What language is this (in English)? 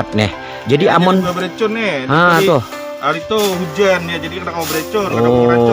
Banjar